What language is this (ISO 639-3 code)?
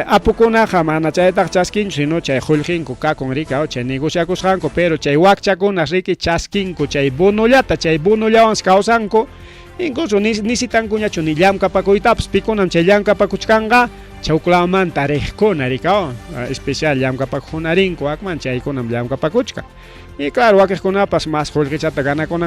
quy